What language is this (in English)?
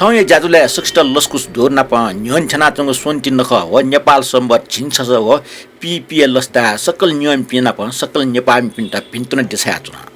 Newari